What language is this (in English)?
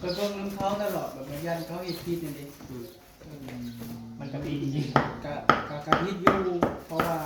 Northeastern Thai